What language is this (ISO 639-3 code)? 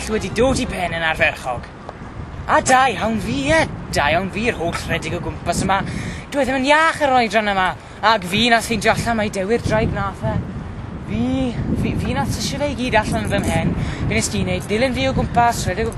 cym